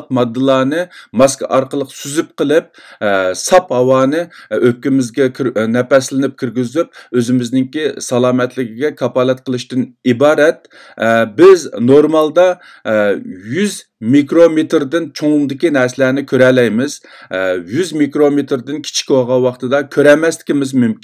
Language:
Uyghur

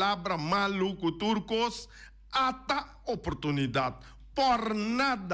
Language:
Papiamento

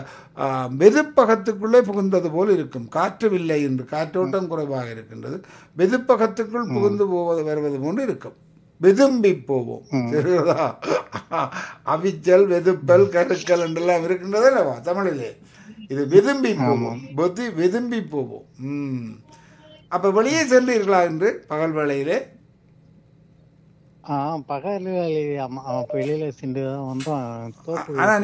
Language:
Tamil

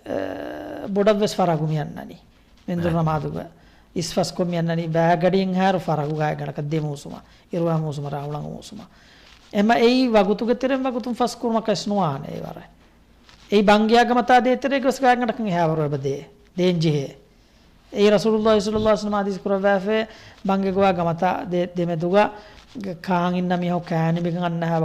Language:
Divehi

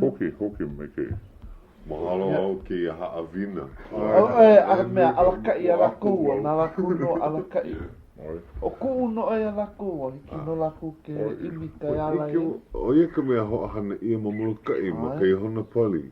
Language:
Hawaiian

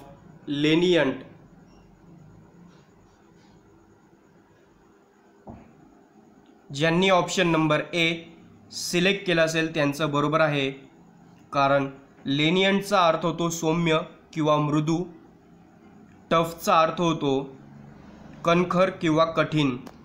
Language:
Marathi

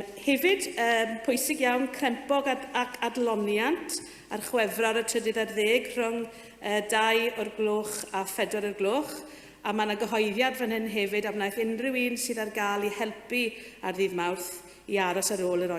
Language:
Welsh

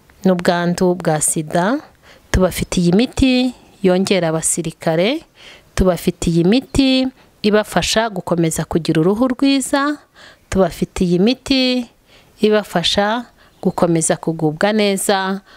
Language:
Kinyarwanda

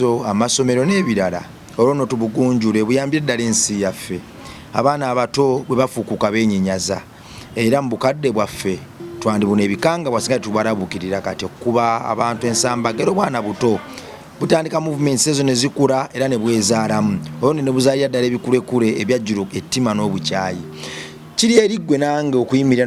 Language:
Ganda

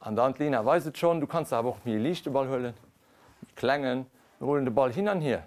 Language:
Luxembourgish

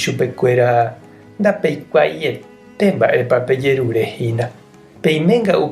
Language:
Guarani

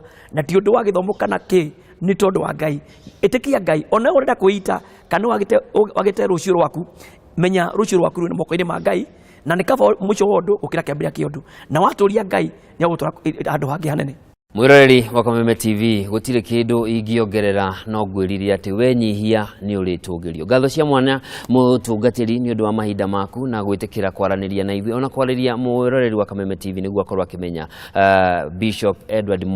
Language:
Kikuyu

